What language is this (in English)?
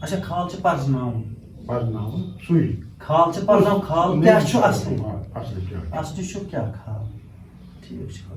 Kashmiri